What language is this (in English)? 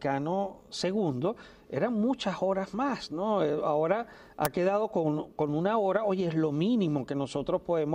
Spanish